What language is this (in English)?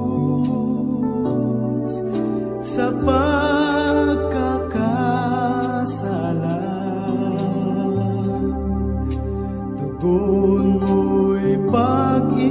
Filipino